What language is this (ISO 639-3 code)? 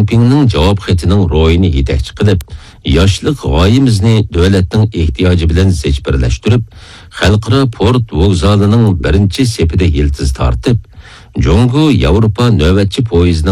uig